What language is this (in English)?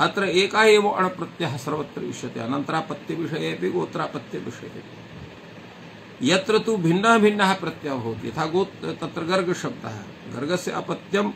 Sanskrit